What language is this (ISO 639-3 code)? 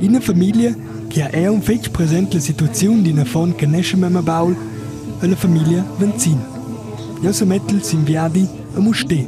roh